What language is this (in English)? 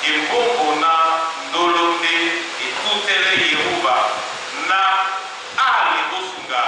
Duala